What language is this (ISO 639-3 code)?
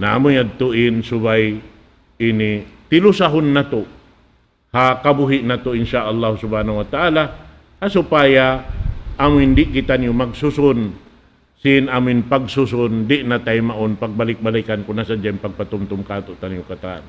tsg